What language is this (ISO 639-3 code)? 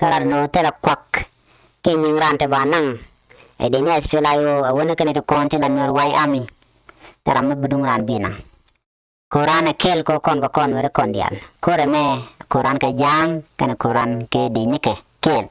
nus